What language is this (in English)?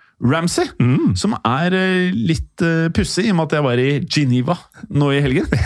Norwegian